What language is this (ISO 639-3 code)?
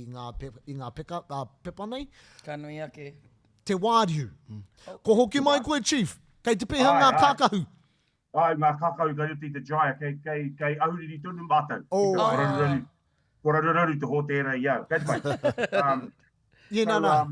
mri